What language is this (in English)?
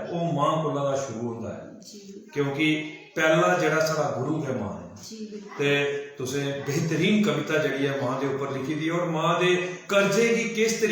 Dogri